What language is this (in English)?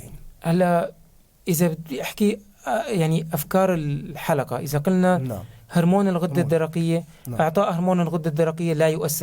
North Levantine Arabic